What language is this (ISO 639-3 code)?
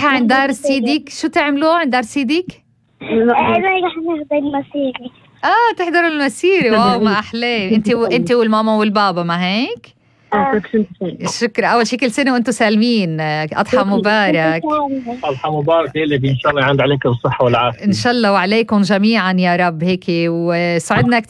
apc